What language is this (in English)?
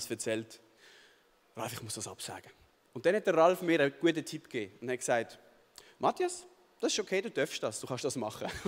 Swiss German